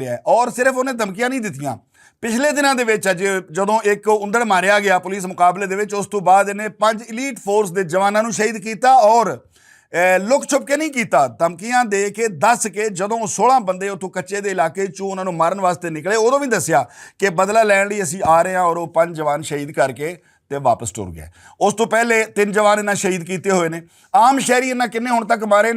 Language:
Western Panjabi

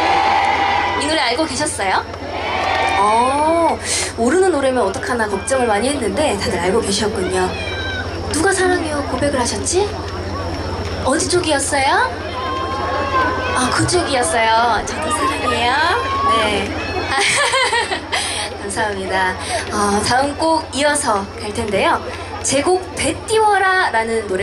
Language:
Korean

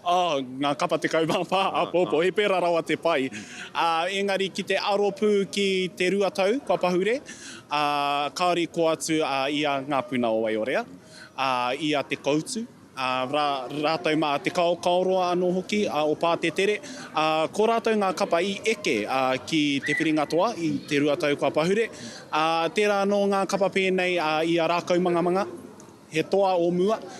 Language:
Māori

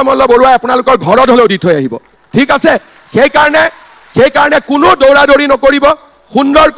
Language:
Assamese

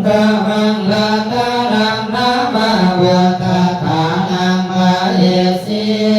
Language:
Pali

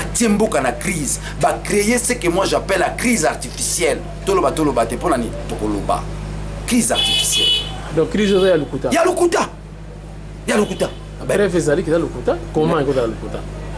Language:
Lingala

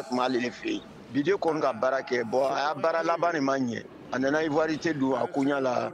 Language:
Bambara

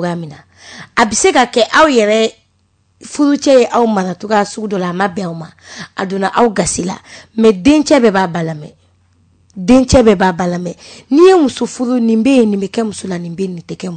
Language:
Bambara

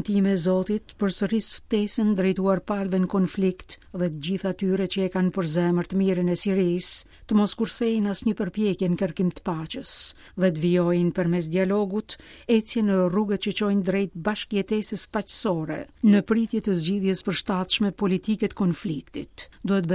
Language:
Albanian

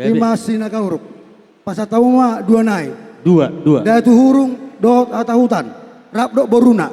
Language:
Batak Toba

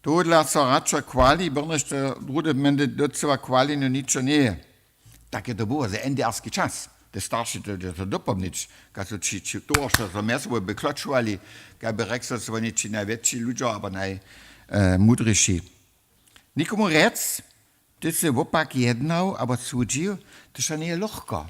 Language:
Upper Sorbian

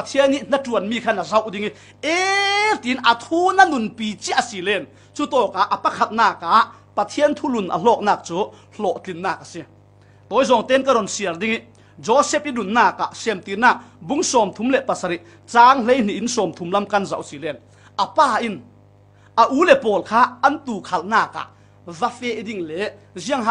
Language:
Falam Chin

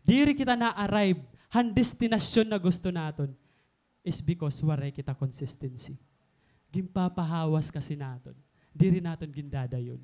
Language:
Waray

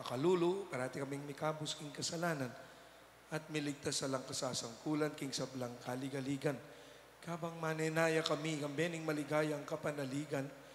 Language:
Pampanga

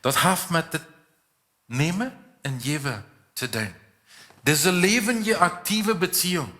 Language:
Plautdietsch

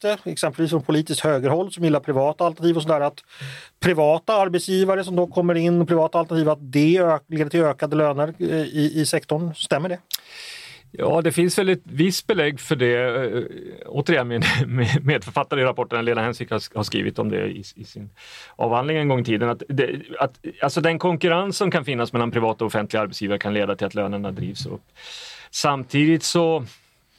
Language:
Swedish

